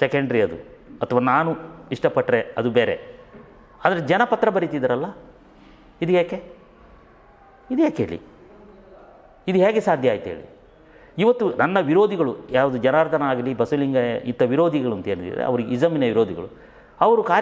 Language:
Kannada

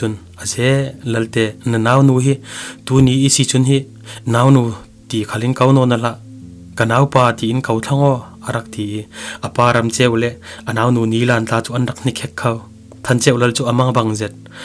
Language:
Falam Chin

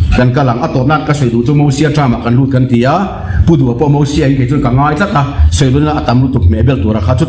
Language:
Mizo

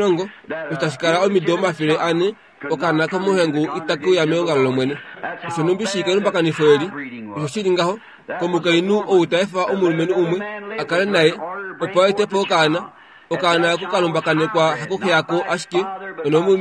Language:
Kuanyama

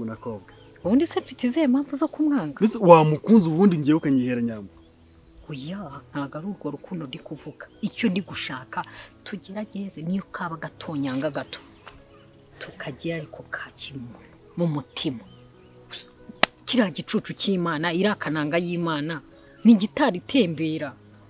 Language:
Kinyarwanda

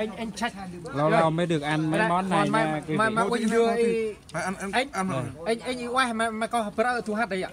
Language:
Central Mnong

